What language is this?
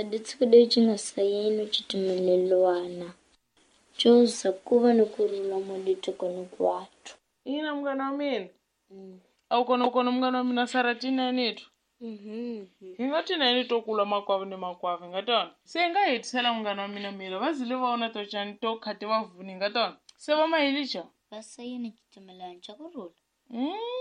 Tsonga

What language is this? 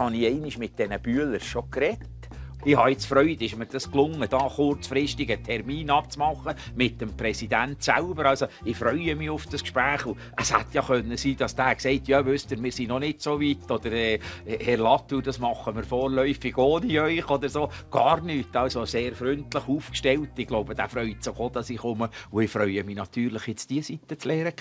Swiss German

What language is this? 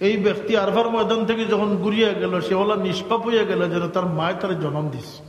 Sylheti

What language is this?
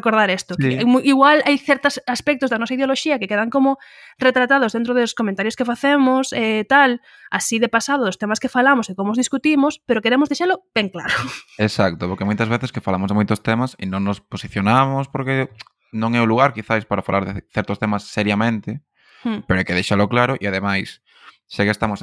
Galician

